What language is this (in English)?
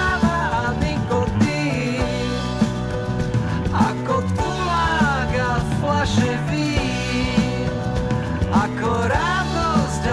Slovak